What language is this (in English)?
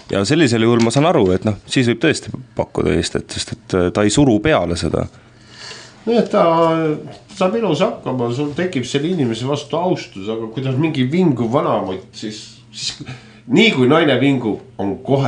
Estonian